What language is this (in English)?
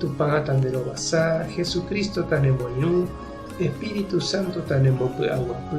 Guarani